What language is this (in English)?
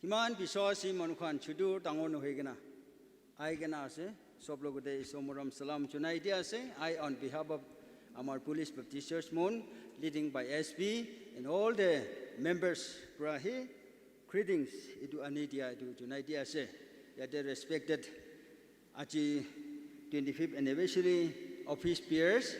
Naga Pidgin